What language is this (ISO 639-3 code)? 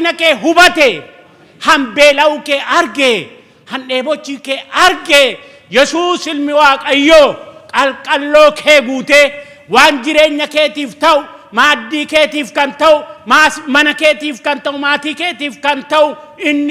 orm